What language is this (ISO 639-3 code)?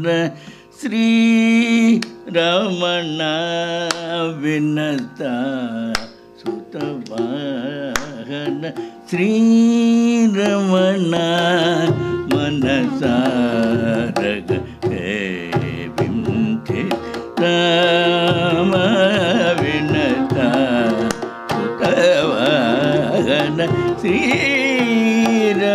tam